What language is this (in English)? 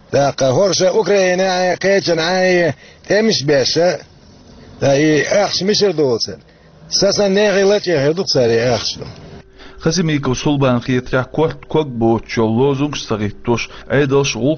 Chechen